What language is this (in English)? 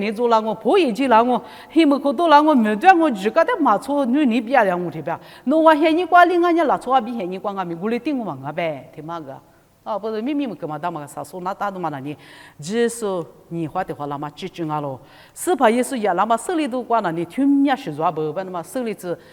Lisu